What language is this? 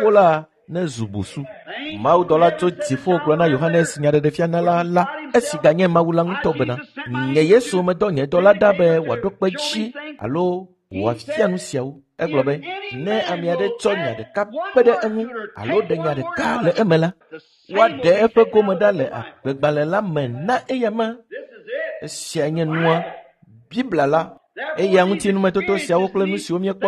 Ewe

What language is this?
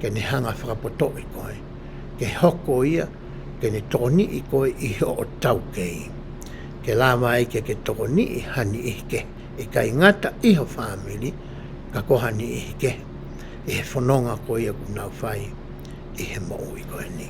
Tongan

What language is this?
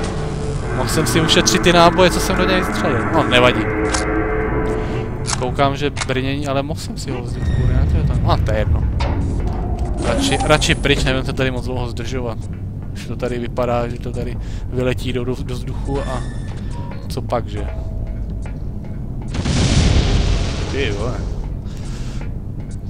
Czech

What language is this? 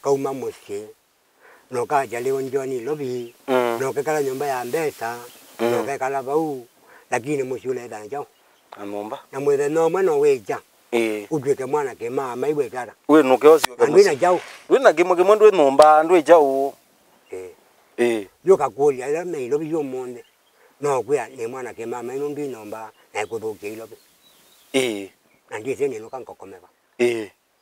Kamba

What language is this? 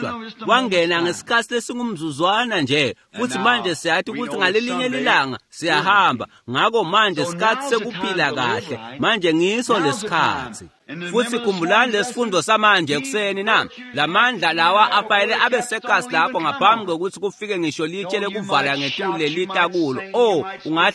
Swati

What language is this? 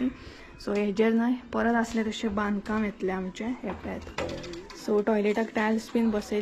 Konkani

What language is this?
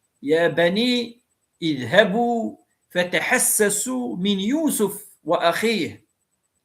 Kabyle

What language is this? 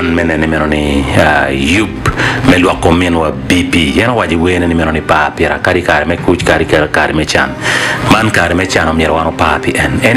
Acoli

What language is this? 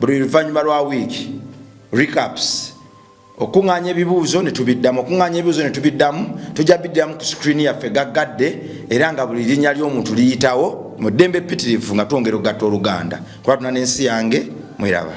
Ganda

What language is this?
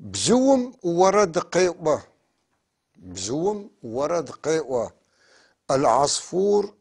North Levantine Arabic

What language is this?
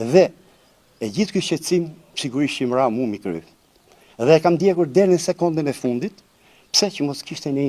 Albanian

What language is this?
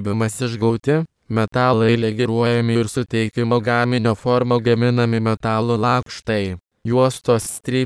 Lithuanian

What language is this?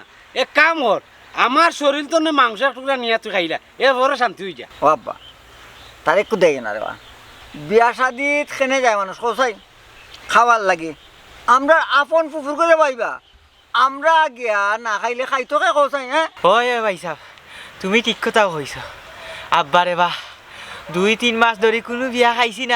Sylheti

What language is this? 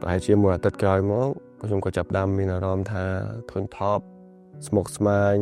Khmer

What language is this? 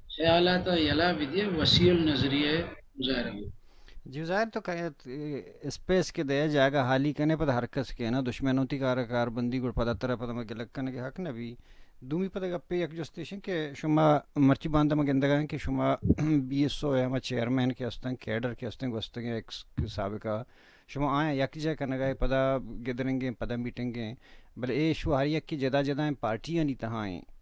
Baluchi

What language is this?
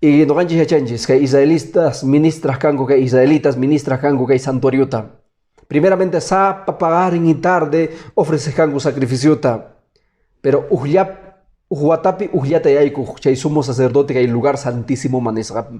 Quechua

